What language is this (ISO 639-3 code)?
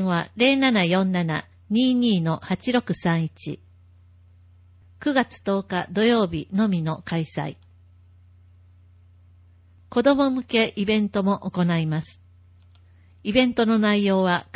jpn